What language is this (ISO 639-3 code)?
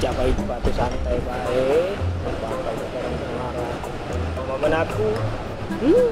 mui